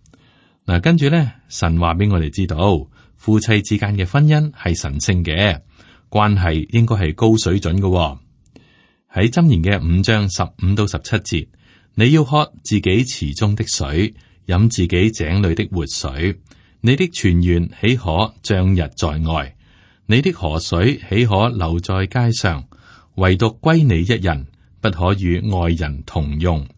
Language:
Cantonese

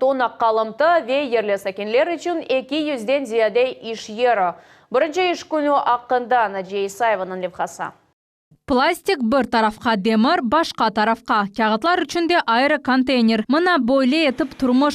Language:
Crimean Tatar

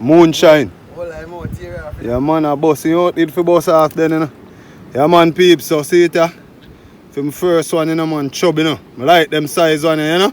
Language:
Jamaican Creole English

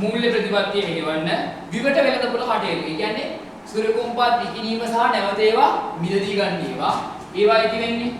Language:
Sinhala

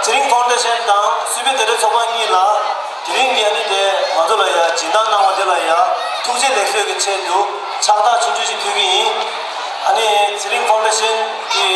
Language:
Tibetan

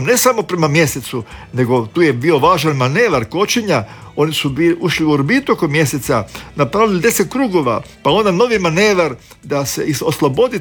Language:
Croatian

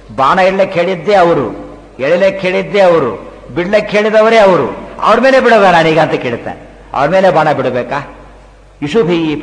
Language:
Kannada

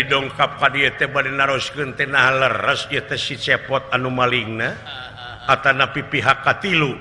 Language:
Sundanese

